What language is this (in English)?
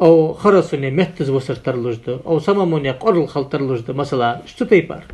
Ingush